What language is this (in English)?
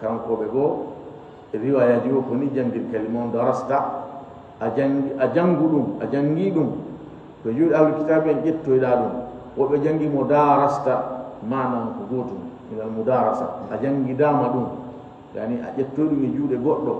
Fula